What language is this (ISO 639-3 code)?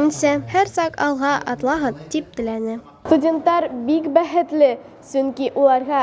bak